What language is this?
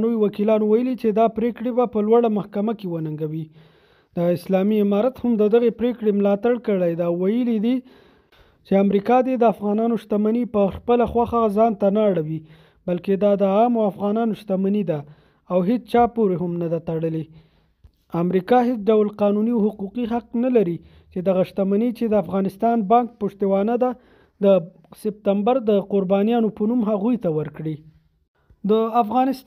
Pashto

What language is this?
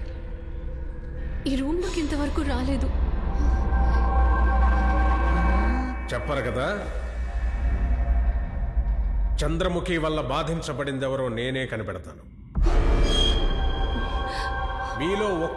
Telugu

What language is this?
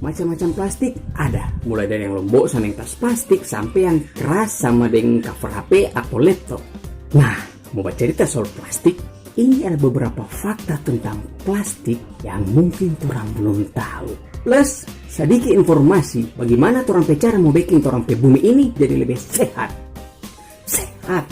Manado Malay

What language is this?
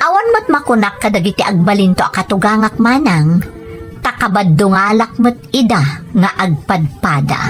Iloko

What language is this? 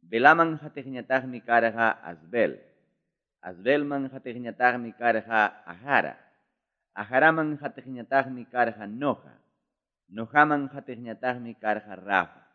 Ayacucho Quechua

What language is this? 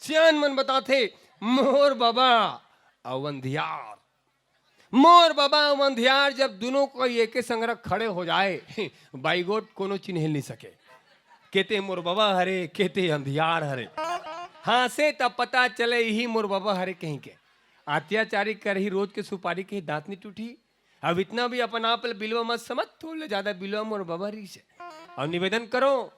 Chhattisgarhi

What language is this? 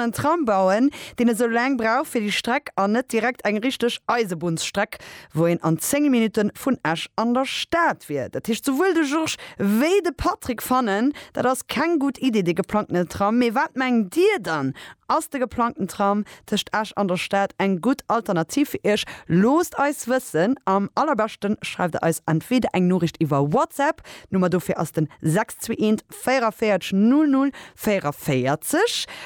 Luxembourgish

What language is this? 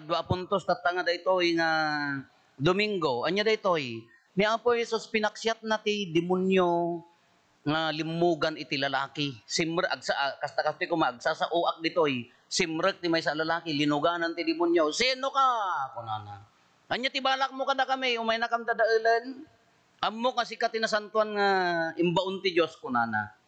Iloko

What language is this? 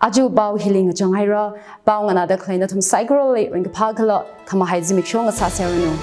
Tangkhul Naga (India)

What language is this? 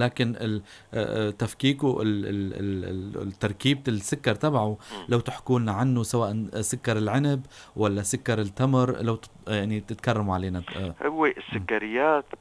North Levantine Arabic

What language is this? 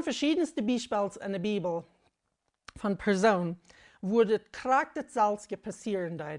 Plautdietsch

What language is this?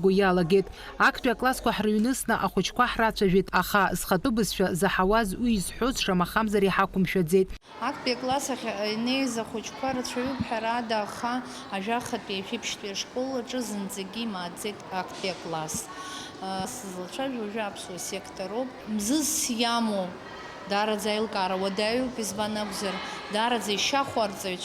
Abkhazian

